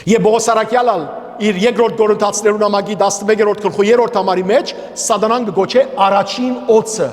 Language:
Western Armenian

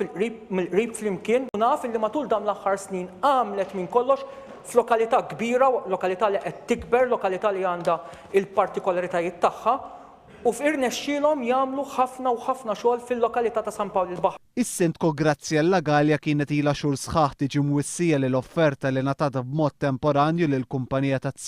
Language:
Maltese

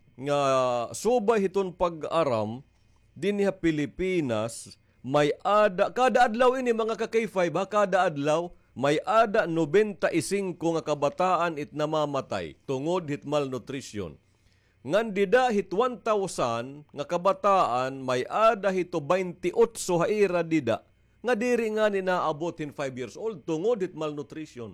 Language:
Waray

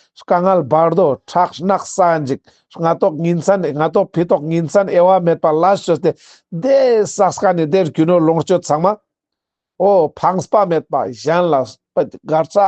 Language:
Ladakhi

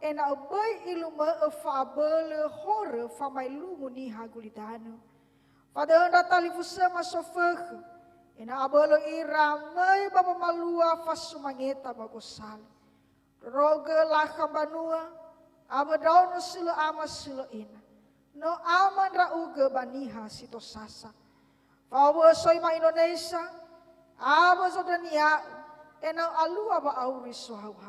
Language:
Nias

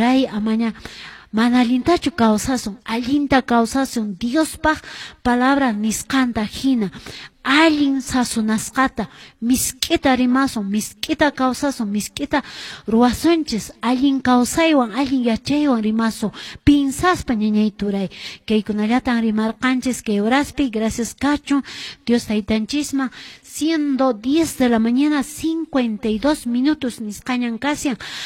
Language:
Quechua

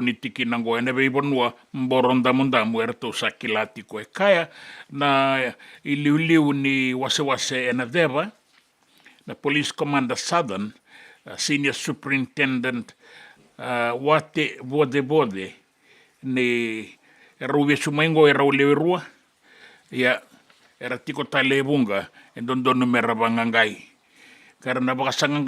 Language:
Fijian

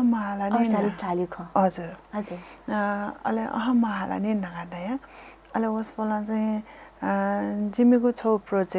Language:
Newari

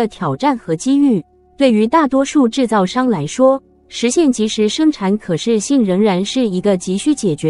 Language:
Chinese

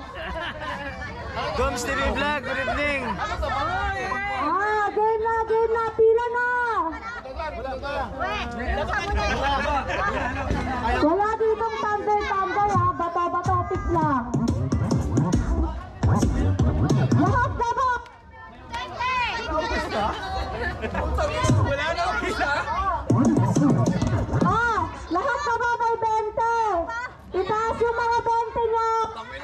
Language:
Filipino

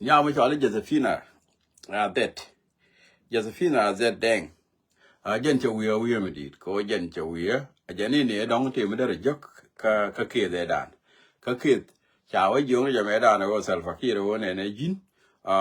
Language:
Nuer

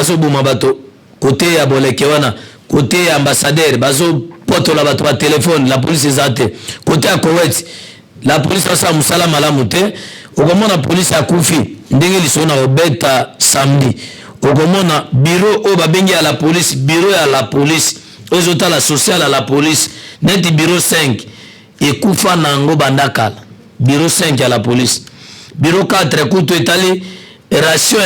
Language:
Lingala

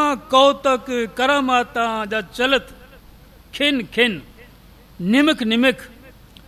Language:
Punjabi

